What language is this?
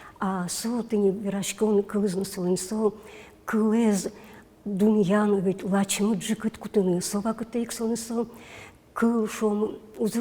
Udmurt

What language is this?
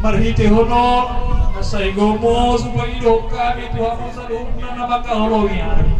Batak Toba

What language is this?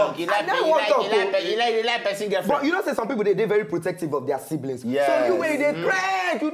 Nigerian Pidgin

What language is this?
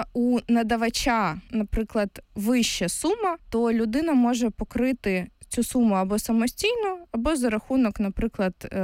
Ukrainian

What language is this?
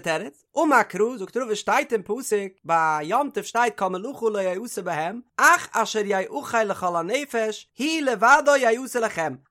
Yiddish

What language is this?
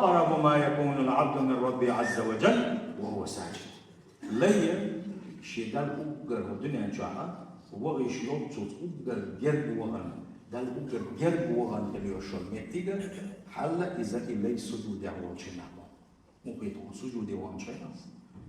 Chechen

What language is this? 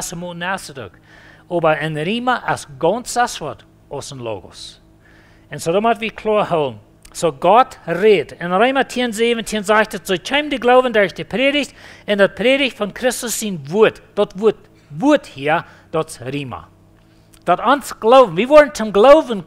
Plautdietsch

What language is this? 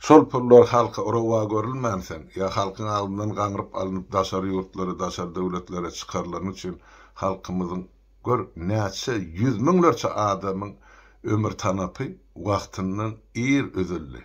Turkmen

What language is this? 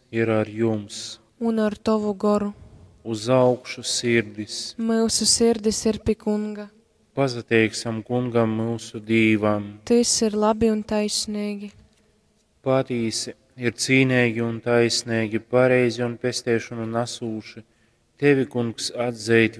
Latgalian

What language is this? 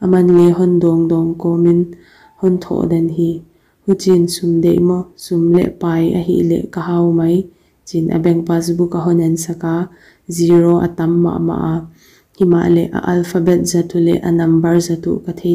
Paite Chin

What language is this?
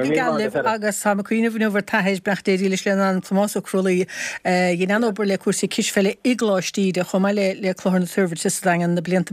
Irish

